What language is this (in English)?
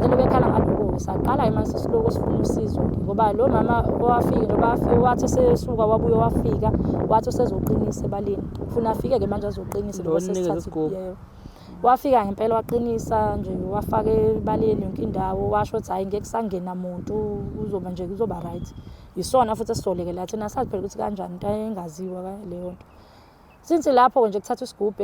Zulu